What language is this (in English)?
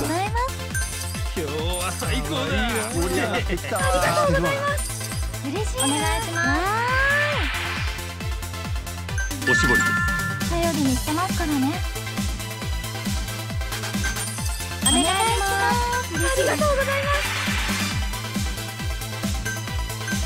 Japanese